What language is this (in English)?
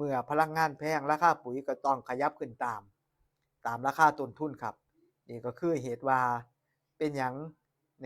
Northeastern Thai